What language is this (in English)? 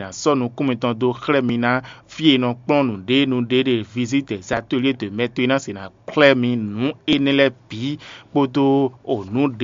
Fon